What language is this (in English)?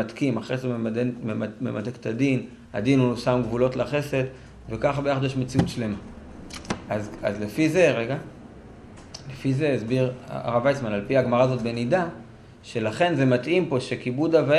Hebrew